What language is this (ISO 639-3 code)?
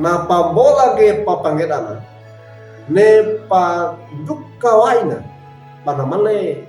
wew